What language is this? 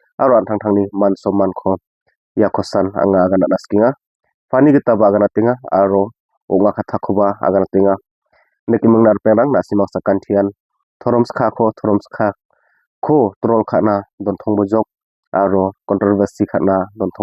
Garo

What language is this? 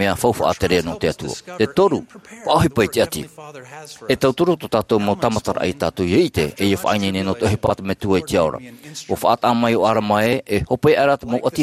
Tahitian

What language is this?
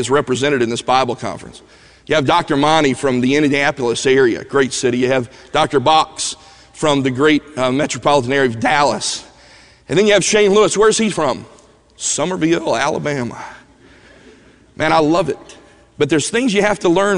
English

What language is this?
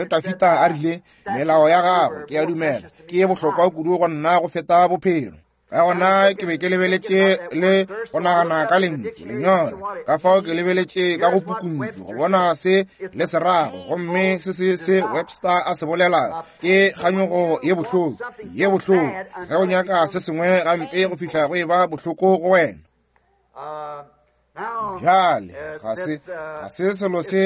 Northern Sotho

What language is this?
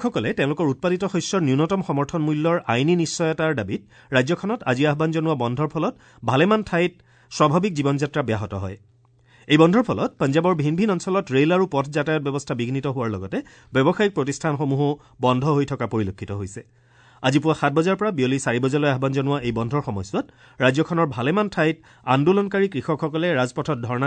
Assamese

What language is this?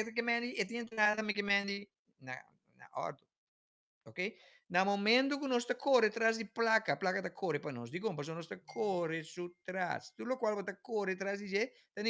Papiamento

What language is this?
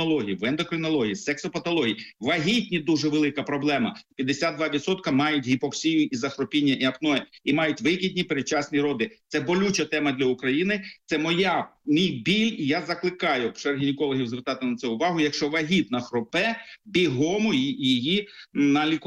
Ukrainian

